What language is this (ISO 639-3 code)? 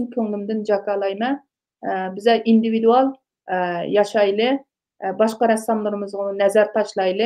uig